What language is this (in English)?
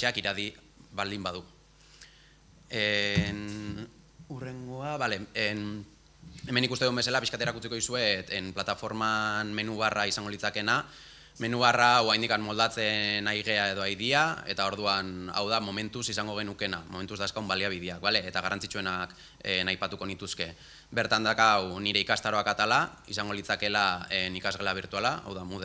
Basque